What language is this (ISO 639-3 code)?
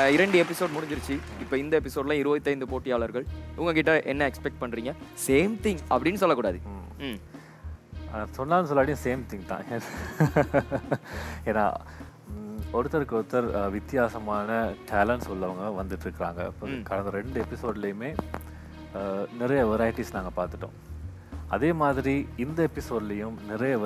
tam